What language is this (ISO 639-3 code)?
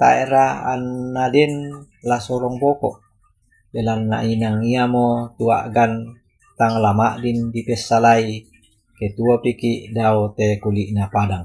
sda